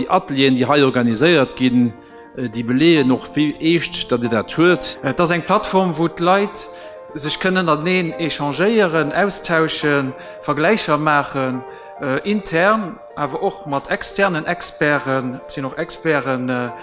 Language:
Luxembourgish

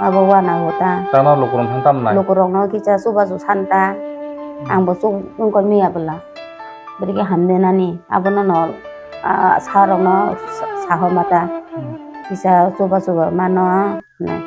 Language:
Kok Borok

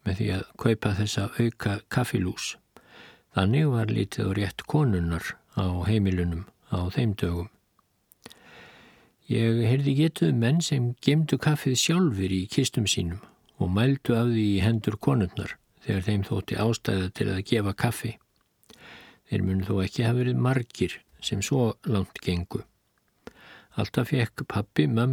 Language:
Icelandic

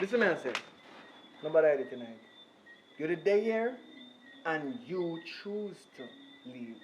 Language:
Jamaican Creole English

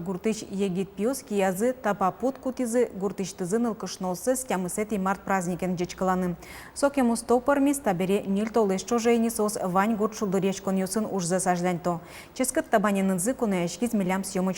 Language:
Udmurt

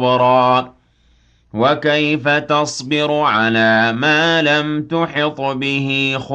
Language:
Arabic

